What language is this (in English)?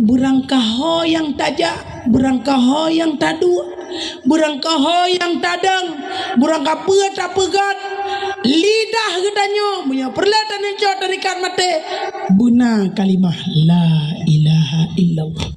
Achinese